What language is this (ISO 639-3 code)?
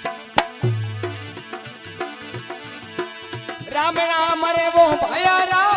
hin